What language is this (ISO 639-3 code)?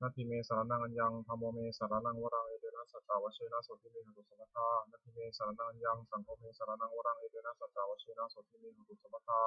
pli